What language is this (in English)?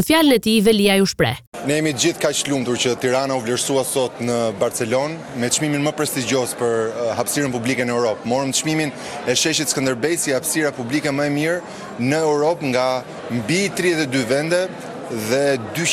Albanian